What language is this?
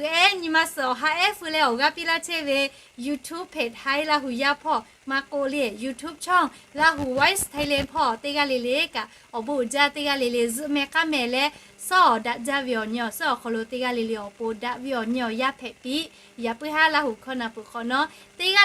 Lahu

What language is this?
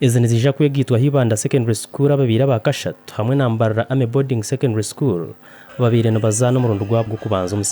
Nyankole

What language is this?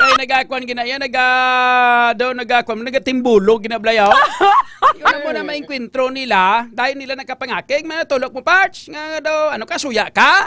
Hiligaynon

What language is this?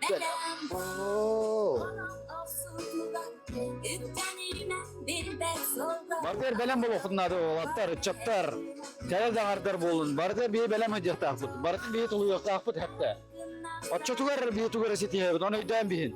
Yakut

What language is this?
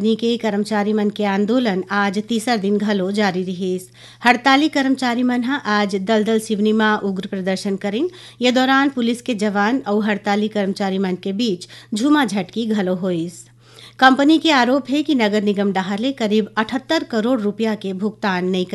Chhattisgarhi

